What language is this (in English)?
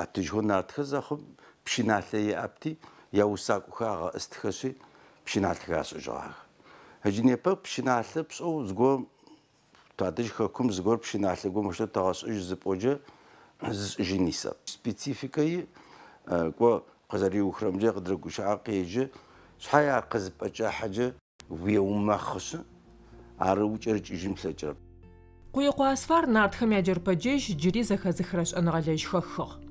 Adyghe